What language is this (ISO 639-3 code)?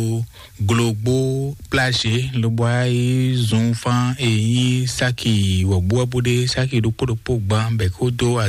fon